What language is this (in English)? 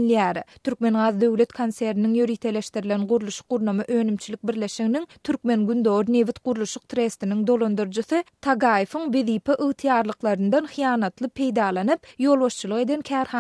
Turkmen